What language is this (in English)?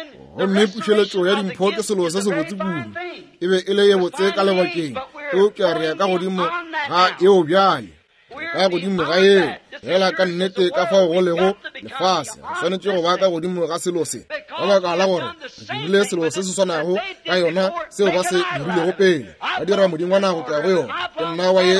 Northern Sotho